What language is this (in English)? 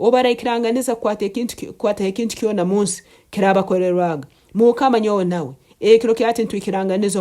Nyankole